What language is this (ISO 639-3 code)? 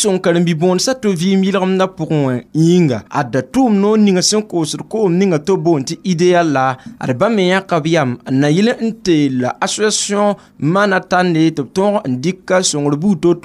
mos